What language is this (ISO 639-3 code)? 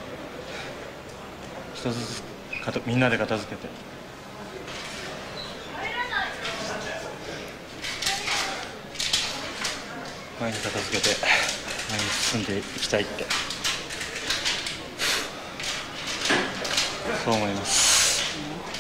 jpn